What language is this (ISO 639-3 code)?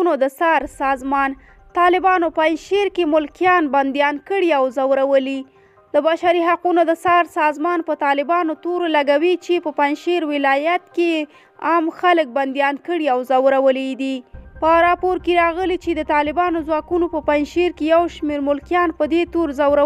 pus